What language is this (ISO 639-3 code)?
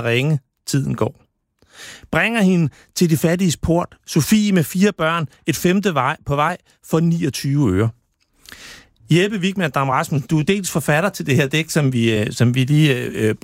dan